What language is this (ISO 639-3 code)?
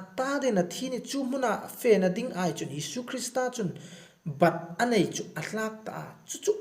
hmr